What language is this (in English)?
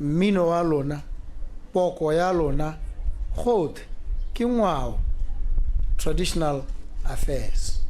Tswana